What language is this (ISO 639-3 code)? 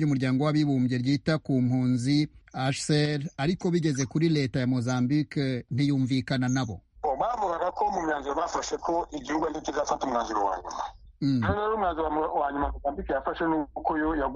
kin